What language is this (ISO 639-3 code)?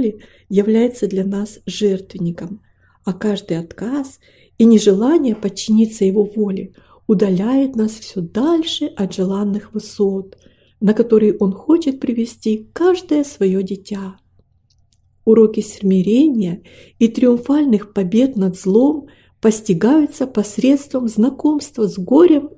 rus